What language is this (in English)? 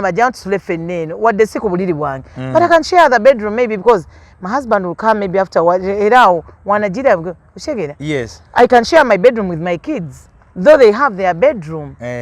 Ganda